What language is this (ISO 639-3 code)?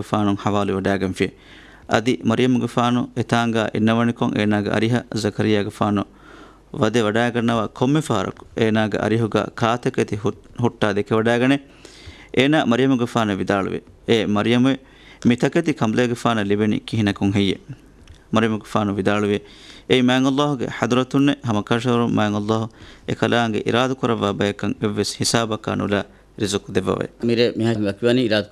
div